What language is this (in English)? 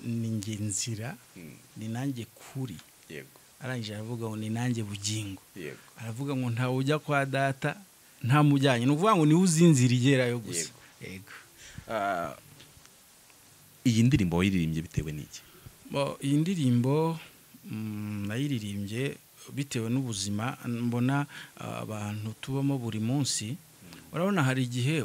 Kinyarwanda